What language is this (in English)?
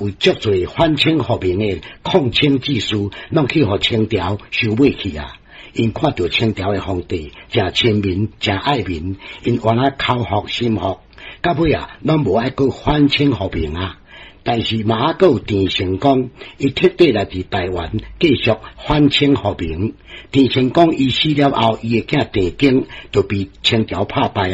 Min Nan Chinese